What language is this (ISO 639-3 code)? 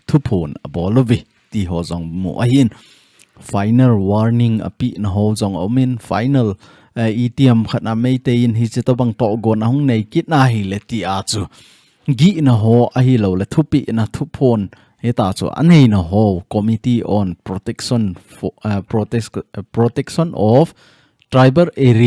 tcz